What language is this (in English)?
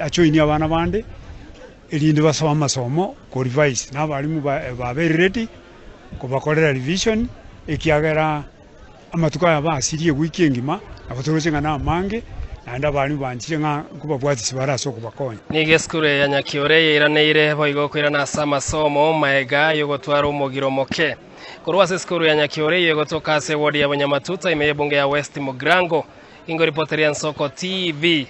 Gusii